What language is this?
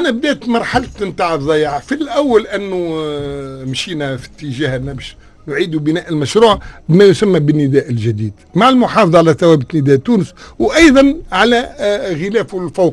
Tunisian Arabic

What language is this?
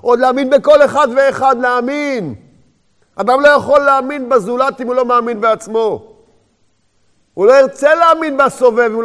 Hebrew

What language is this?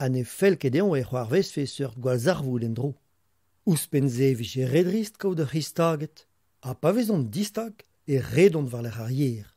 Breton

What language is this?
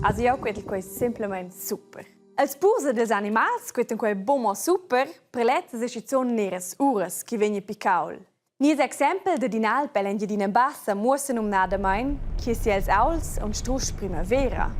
Romansh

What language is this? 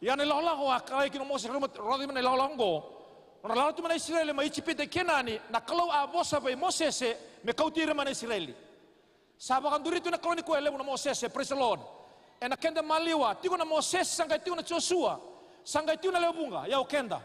Fijian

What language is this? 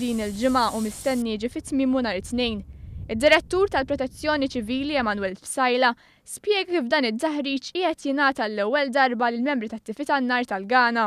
Maltese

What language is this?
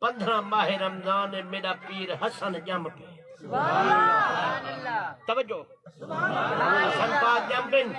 Saraiki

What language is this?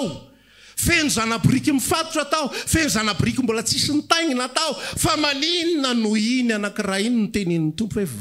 Malagasy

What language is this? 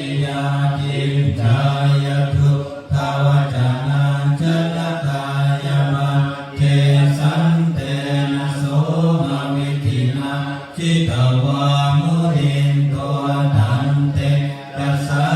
Pali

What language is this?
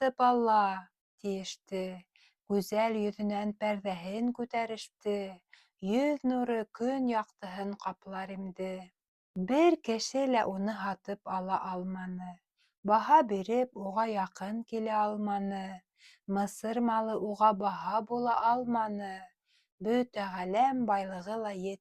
Bashkir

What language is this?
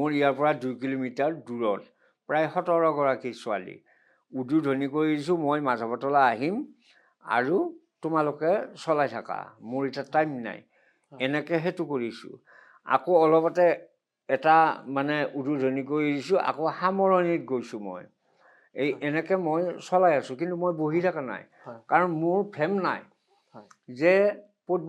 Assamese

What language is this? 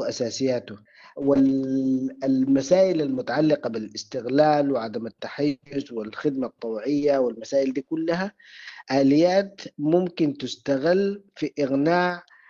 Sudanese Arabic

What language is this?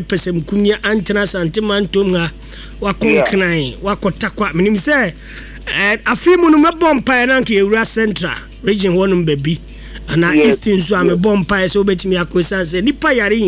Akan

